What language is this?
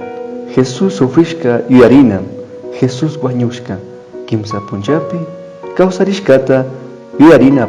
Chimborazo Highland Quichua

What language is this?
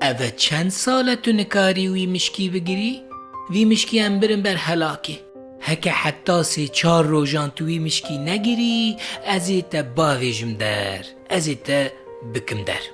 Kurdish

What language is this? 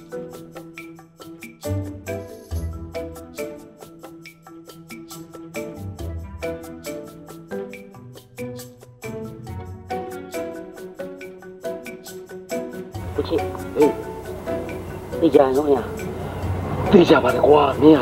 Burmese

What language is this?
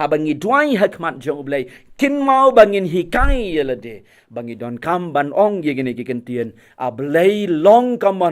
Khasi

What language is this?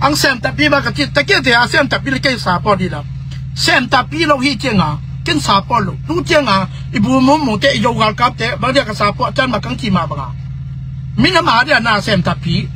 Tedim Chin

